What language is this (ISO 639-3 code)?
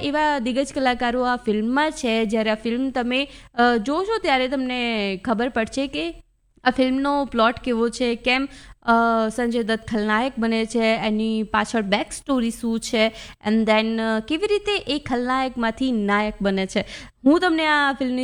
guj